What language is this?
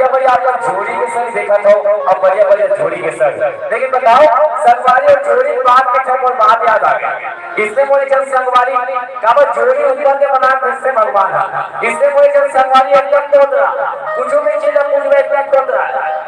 Chhattisgarhi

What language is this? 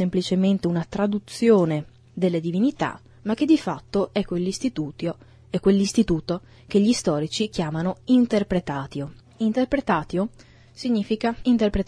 Italian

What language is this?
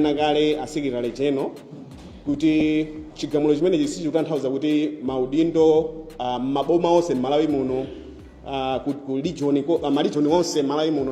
Nyanja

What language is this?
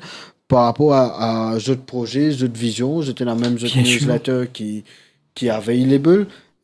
Morisyen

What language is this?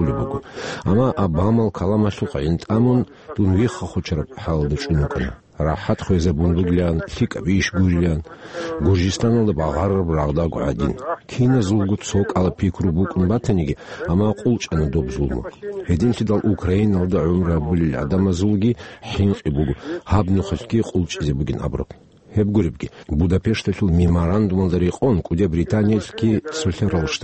Avaric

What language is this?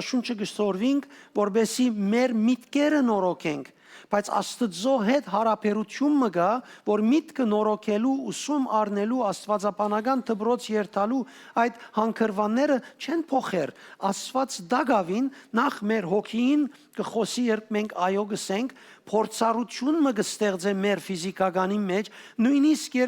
Western Armenian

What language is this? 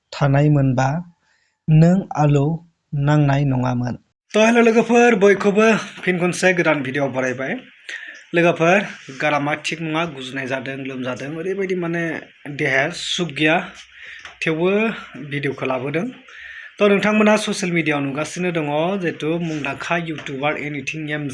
Bodo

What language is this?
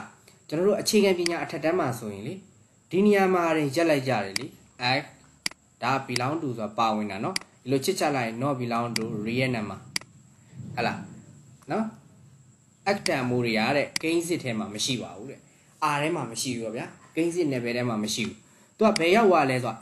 Burmese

